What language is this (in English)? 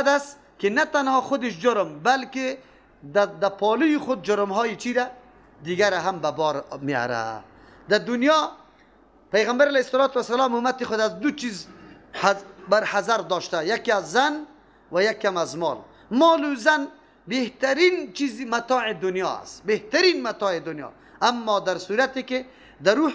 Persian